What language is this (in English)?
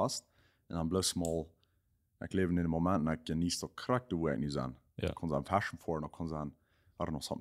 Plautdietsch